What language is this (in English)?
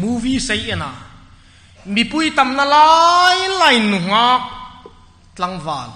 Hmar